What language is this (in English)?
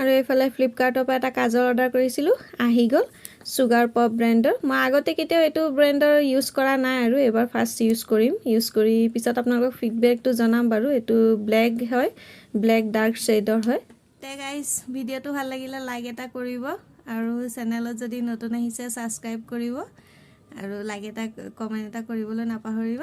Assamese